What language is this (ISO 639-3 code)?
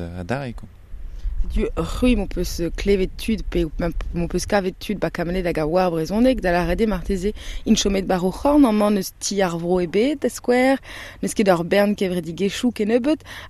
bre